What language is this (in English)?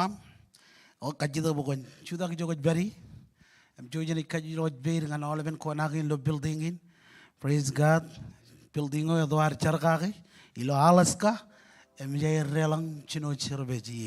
Marshallese